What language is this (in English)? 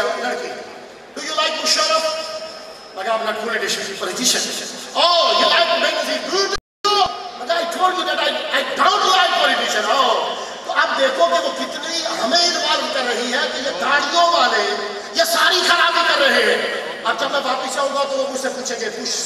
Urdu